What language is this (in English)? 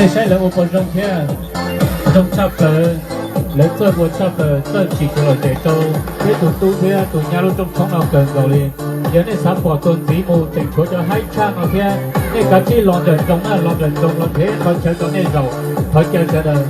Hmong